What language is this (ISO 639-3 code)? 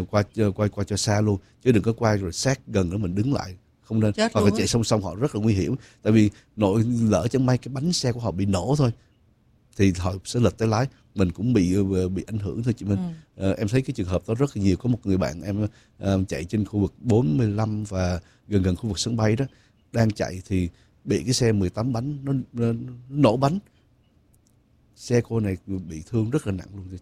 vie